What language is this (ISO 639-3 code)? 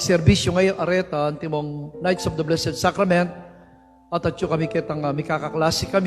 pam